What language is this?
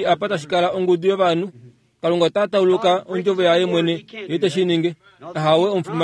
Kuanyama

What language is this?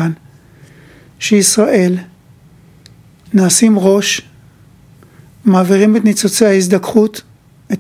Hebrew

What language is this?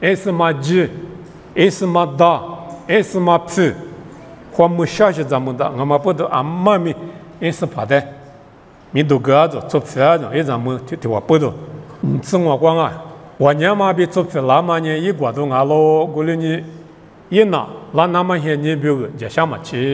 Lisu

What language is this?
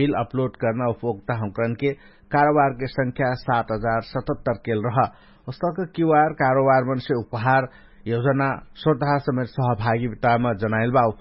Dangaura Tharu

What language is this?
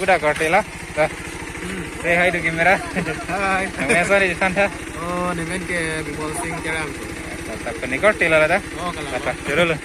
Karbi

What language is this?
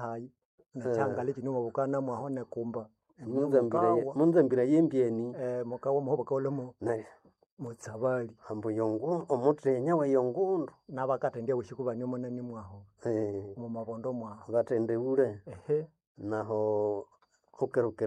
Nande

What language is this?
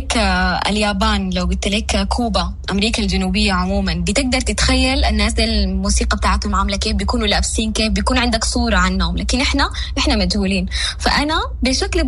Sudanese Arabic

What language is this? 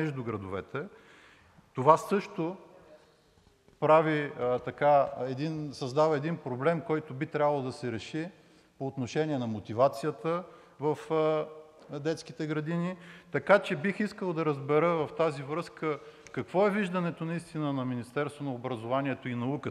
Bulgarian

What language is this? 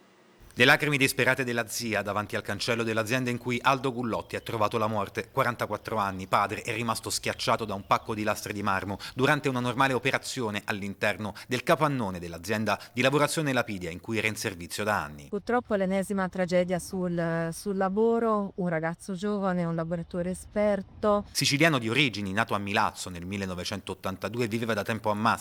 Italian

